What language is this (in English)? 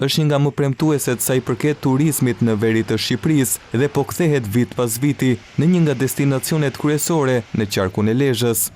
Albanian